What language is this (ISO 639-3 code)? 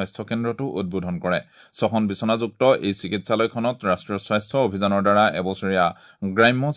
asm